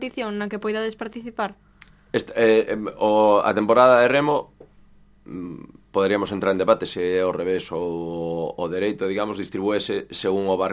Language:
Galician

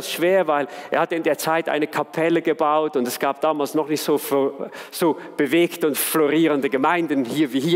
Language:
Swiss German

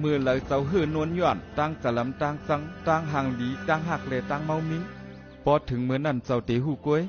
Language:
Shan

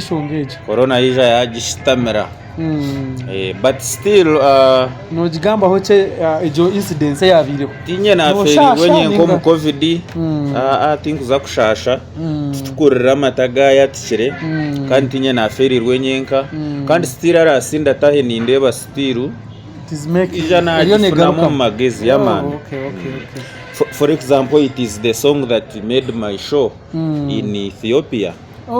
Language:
Nyankole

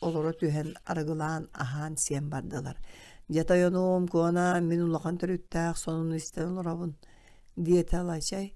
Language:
Yakut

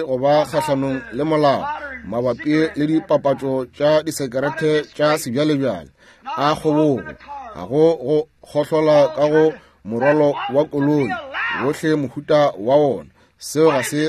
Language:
Northern Sotho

